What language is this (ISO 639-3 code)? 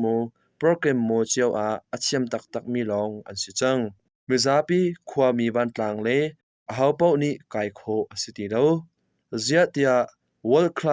cnh